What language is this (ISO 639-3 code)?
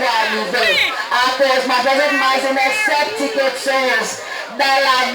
crs